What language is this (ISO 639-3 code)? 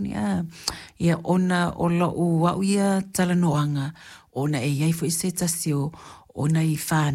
smo